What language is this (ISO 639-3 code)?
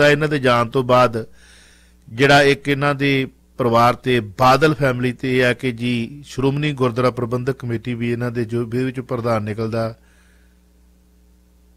pan